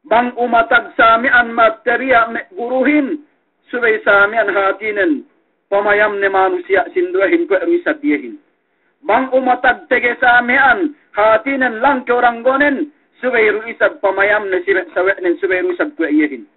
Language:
Yakan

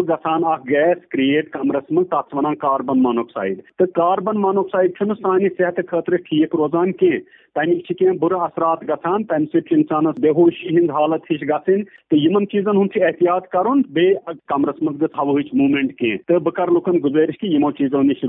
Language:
Kashmiri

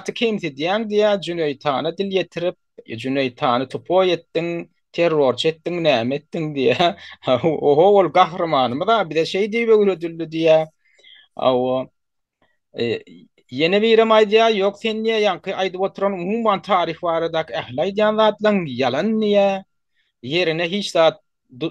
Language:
Turkmen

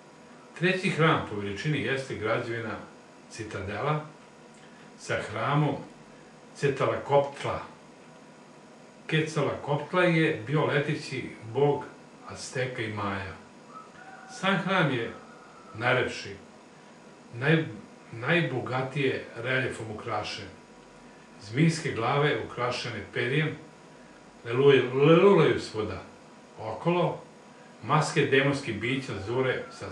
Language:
Serbian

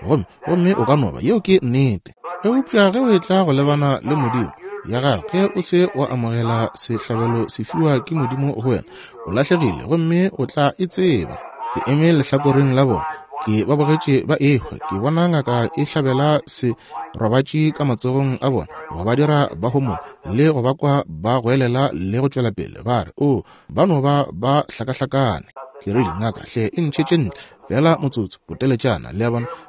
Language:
Northern Sotho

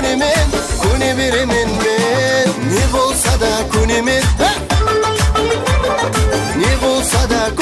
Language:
Kazakh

